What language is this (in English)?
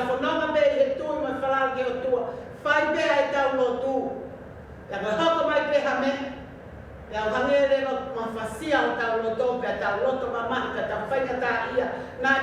Tongan